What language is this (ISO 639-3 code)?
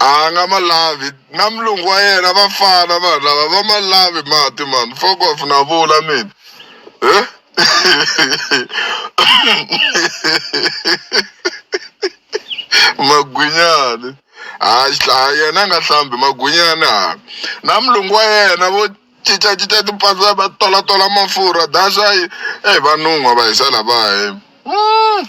tso